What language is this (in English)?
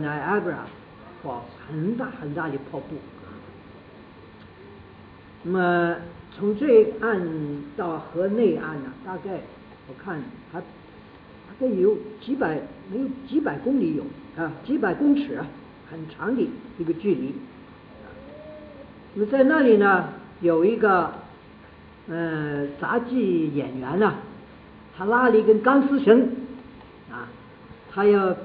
Chinese